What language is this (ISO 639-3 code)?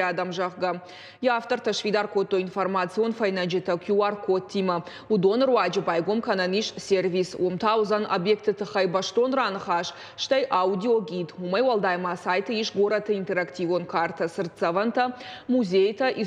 oss